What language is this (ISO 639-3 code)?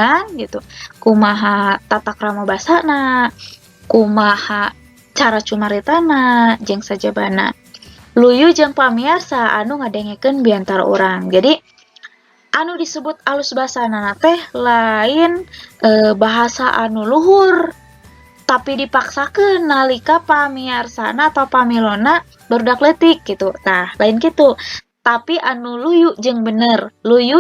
sun